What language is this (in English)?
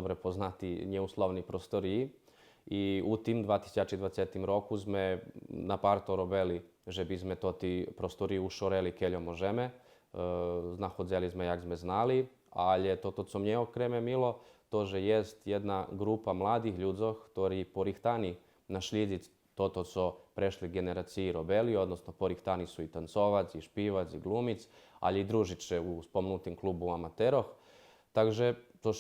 Rusyn